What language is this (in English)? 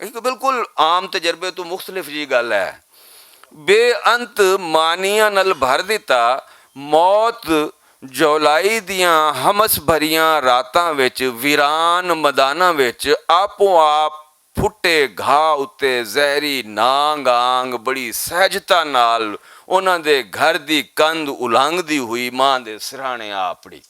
Western Panjabi